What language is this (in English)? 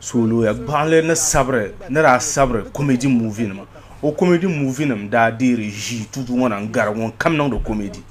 Dagbani